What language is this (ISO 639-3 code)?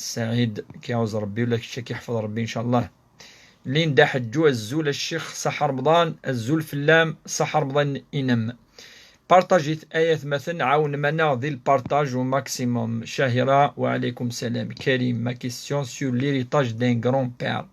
kab